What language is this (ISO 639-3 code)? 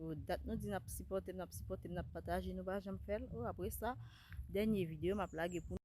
hat